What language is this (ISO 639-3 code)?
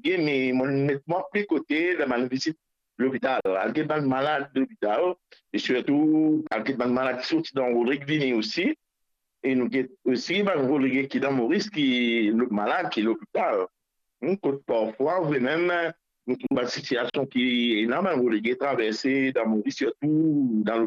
mfe